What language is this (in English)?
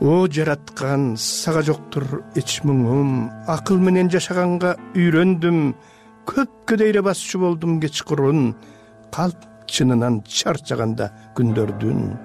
Kyrgyz